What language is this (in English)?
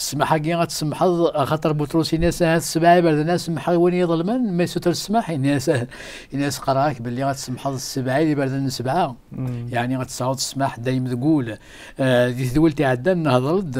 Kabyle